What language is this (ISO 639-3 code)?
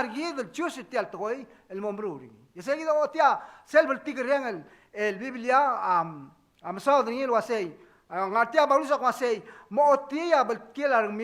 pau